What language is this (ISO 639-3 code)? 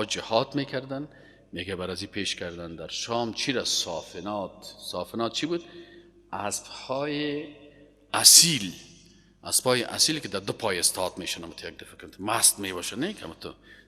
tgk